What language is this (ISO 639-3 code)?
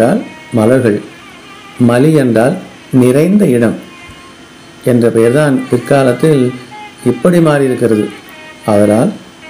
tam